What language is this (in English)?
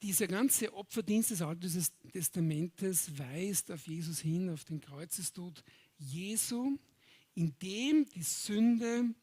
Swiss German